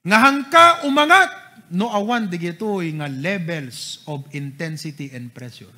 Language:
Iloko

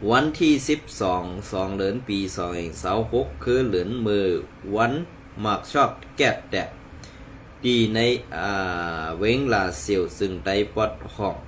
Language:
Shan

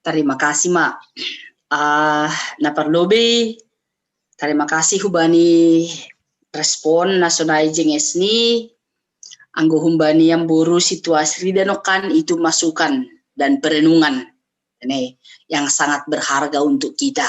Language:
Batak Simalungun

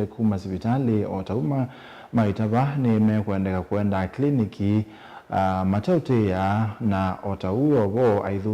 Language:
Kamba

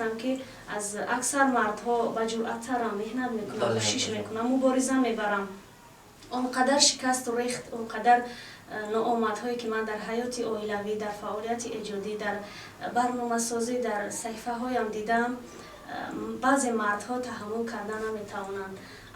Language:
Tajik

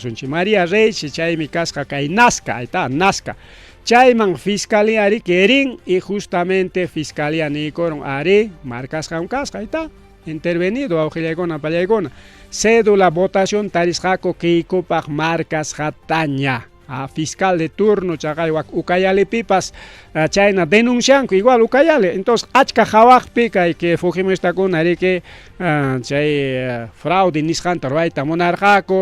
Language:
Ayacucho Quechua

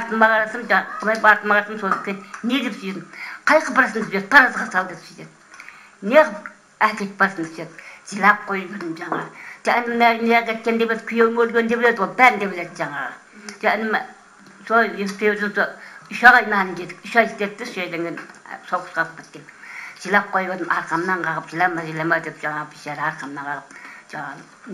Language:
Kazakh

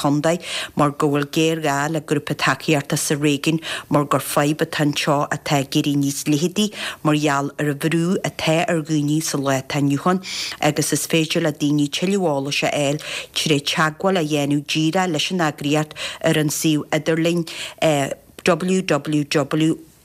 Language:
Irish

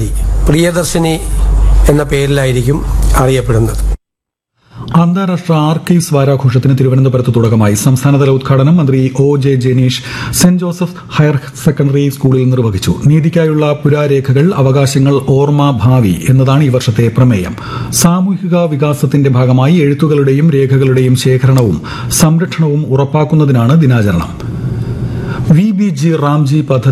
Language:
Malayalam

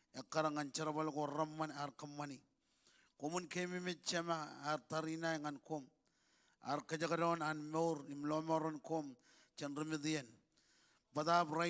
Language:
Marshallese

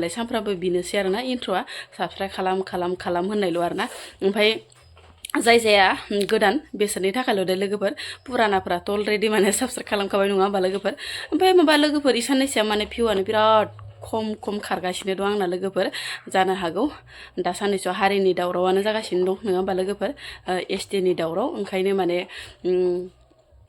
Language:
Bodo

